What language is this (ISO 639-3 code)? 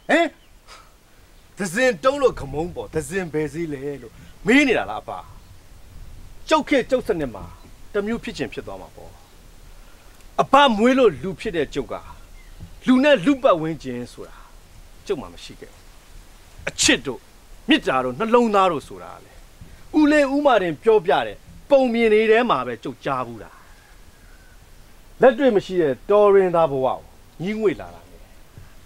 mya